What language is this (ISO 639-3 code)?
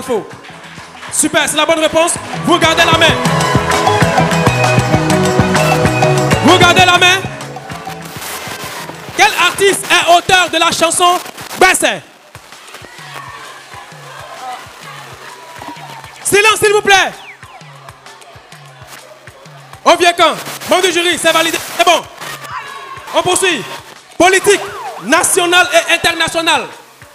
fra